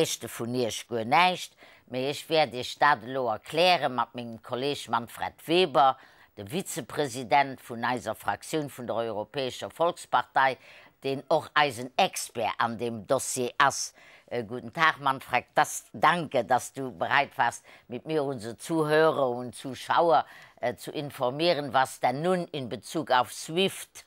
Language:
Luxembourgish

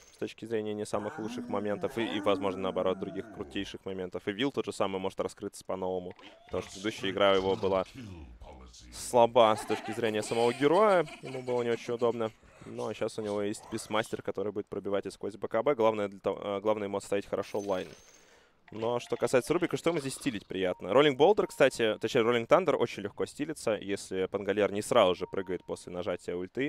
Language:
Russian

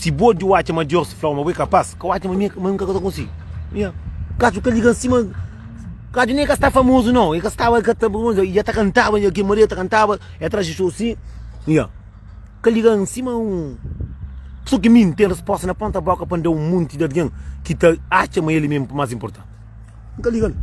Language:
Kabuverdianu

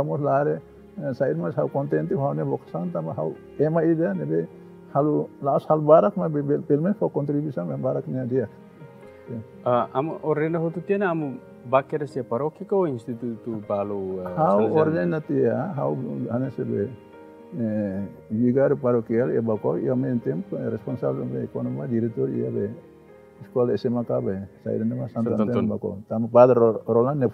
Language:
Tetum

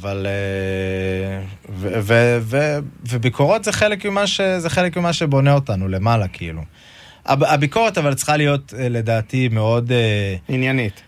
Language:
Hebrew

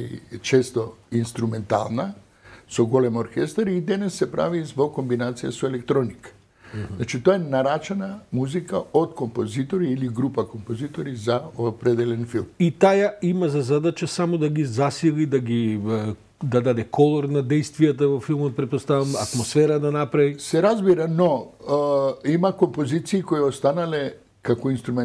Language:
Macedonian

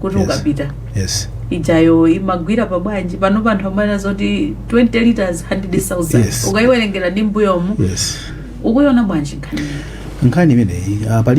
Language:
Nyanja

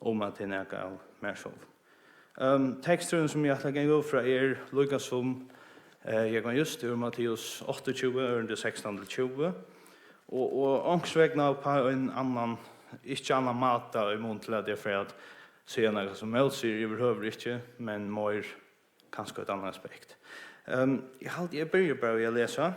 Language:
Faroese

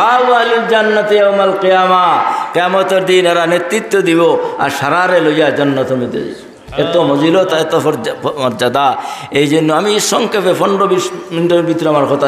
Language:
Sylheti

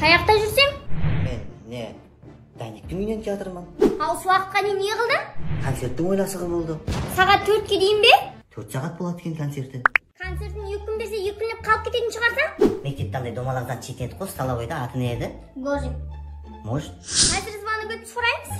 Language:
Kara-Kalpak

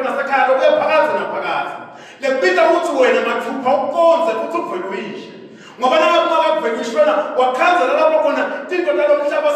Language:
Swati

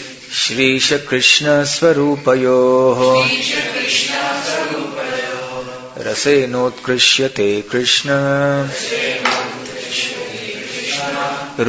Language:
Hindi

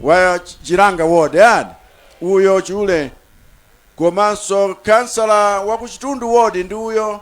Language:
Nyanja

